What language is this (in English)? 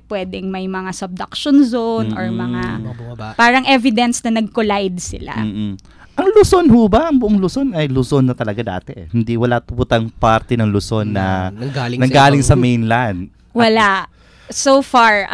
Filipino